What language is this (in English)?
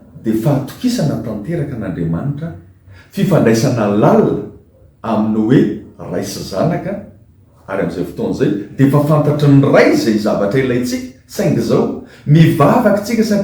Malagasy